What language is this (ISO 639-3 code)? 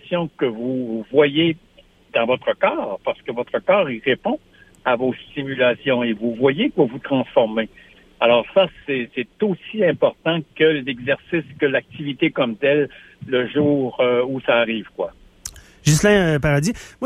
fra